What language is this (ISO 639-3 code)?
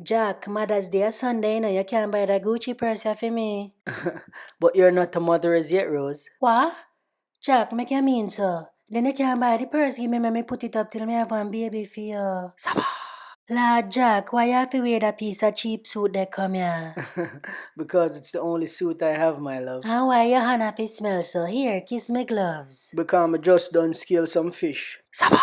jam